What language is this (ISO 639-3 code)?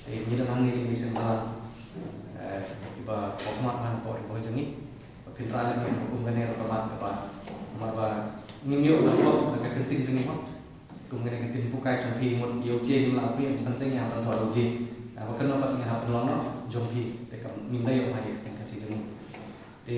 kha